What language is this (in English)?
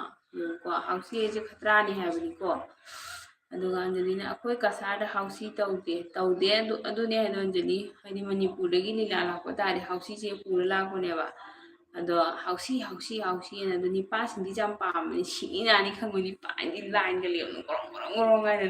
Manipuri